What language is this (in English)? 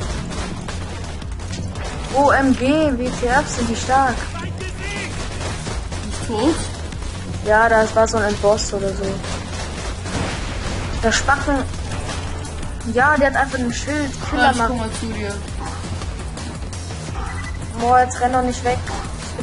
German